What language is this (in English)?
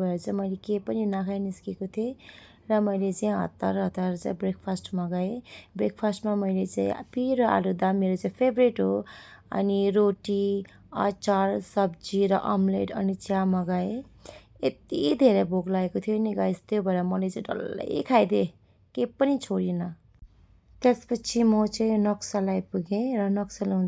Nepali